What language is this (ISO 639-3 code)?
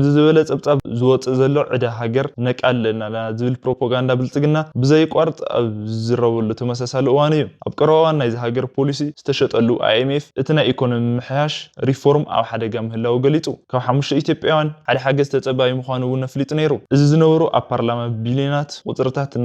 tir